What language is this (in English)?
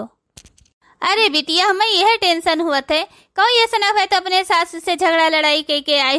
Awadhi